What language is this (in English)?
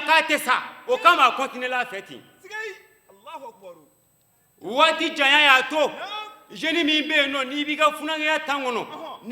Bambara